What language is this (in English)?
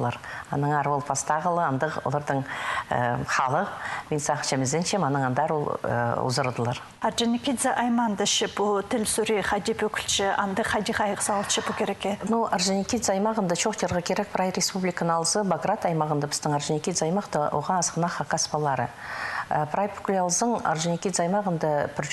Khakas